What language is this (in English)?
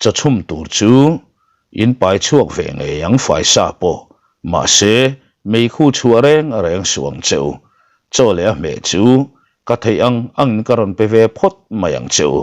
Mizo